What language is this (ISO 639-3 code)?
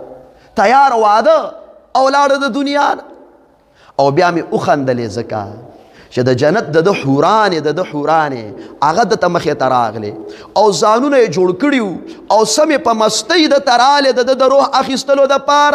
pus